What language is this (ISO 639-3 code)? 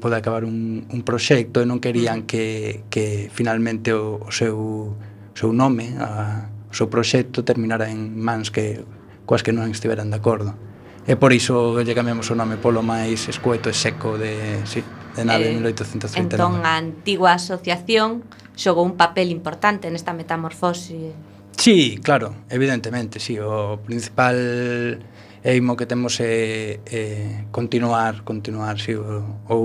glg